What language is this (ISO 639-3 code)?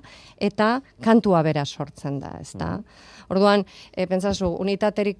eus